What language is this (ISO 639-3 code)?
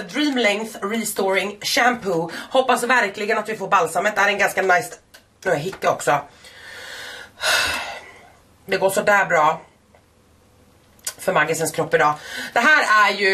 swe